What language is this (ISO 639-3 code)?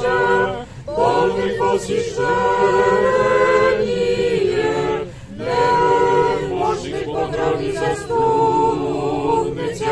rue